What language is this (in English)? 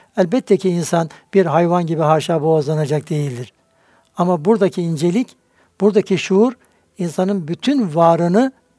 Turkish